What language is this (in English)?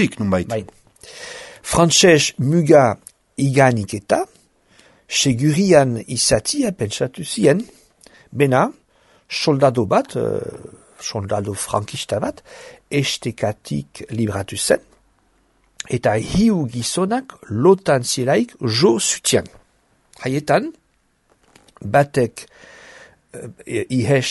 Basque